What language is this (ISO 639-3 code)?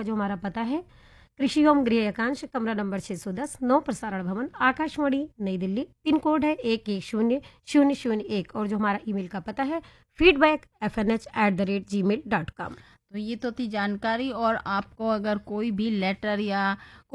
hin